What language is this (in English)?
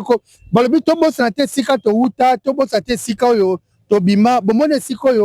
Lingala